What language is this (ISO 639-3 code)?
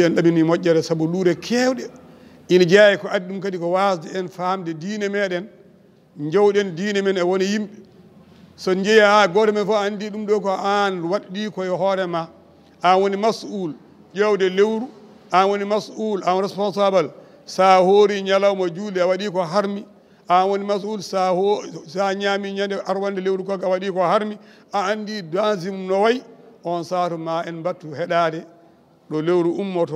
ful